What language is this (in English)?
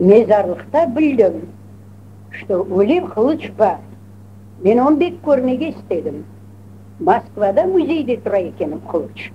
Crimean Tatar